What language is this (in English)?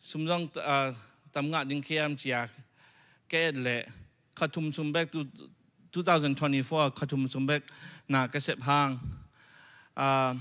Tedim Chin